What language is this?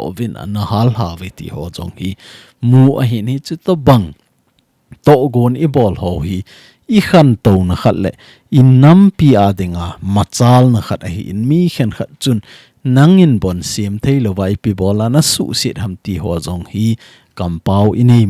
Thado Chin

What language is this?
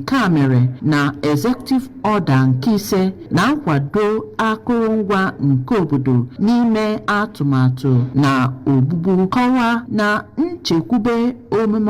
Igbo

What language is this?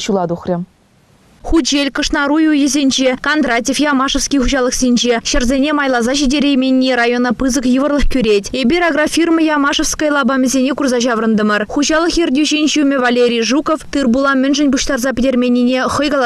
Chuvash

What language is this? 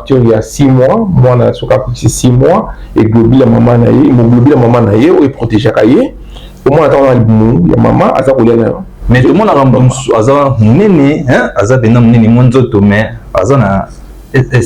Lingala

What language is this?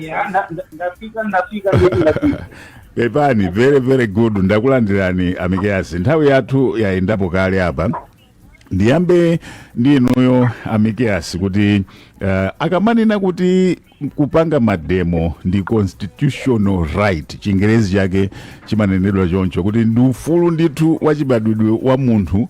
Nyanja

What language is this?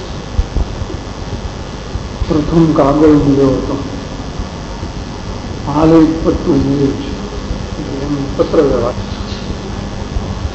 Gujarati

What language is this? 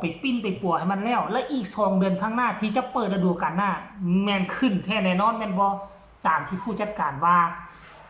Northeastern Thai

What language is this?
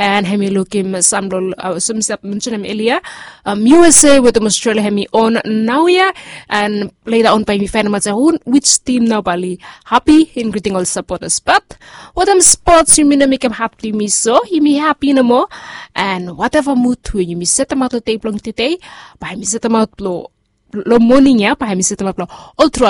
Bislama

